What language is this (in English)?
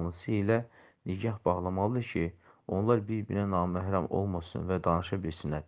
Azerbaijani